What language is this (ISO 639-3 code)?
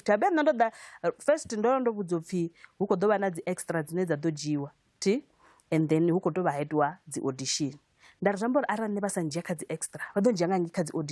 ven